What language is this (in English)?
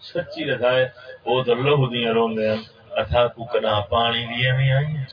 Saraiki